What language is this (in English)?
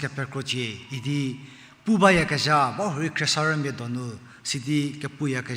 Angami Naga